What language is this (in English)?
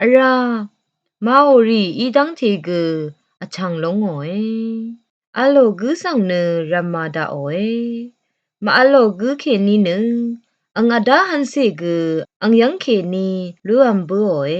Rawang